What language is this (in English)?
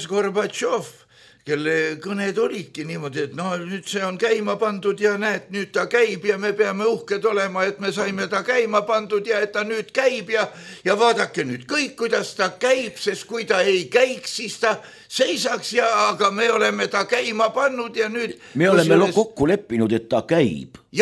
Estonian